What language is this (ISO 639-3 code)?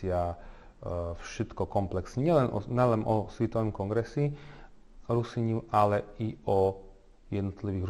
rue